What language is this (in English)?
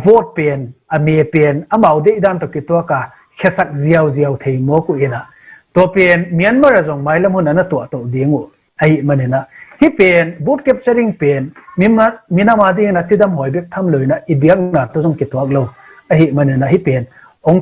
Tedim Chin